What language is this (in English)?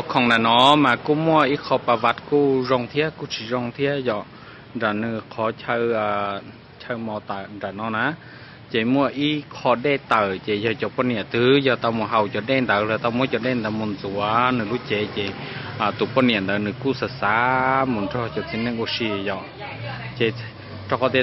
Hmong